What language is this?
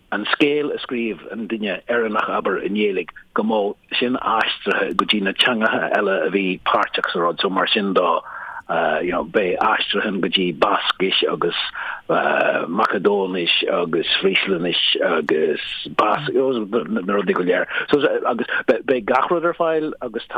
Irish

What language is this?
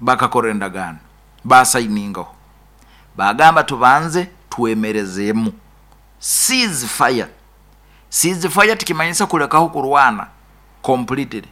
Nyoro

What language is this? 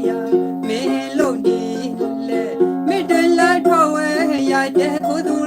S'gaw Karen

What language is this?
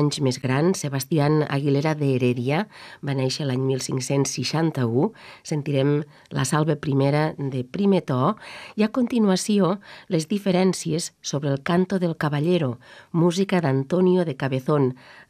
Catalan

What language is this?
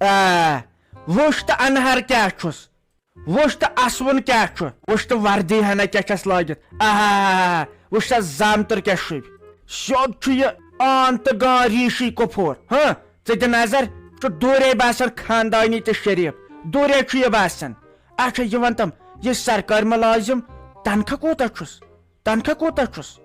Kashmiri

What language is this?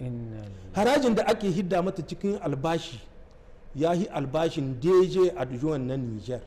Hausa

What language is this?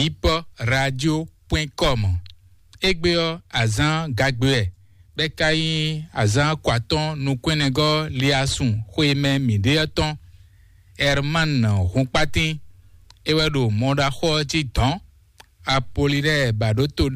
Fon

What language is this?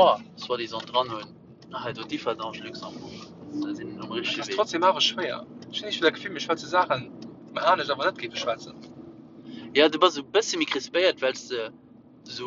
Luxembourgish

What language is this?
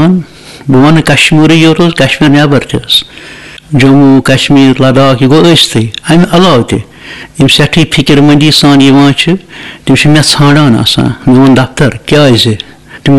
Kashmiri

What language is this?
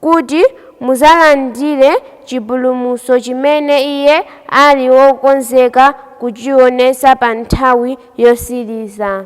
Nyanja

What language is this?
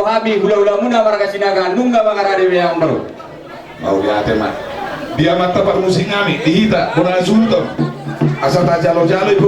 Batak Toba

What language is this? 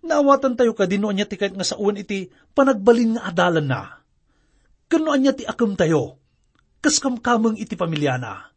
Iloko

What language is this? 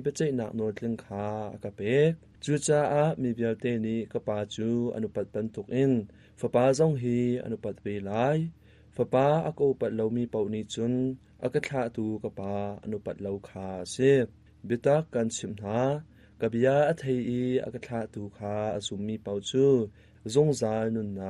Hakha Chin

